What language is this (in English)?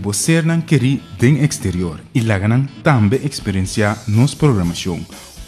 Papiamento